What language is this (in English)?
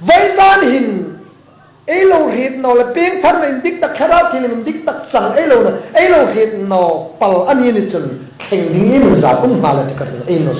Hmar